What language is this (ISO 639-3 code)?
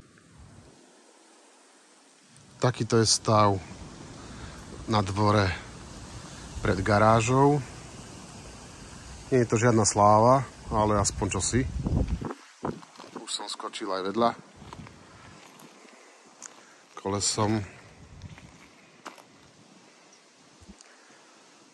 slk